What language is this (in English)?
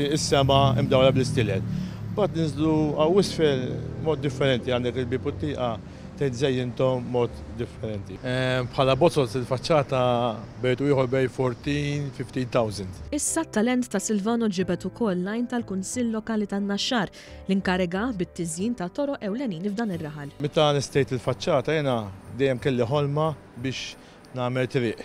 Maltese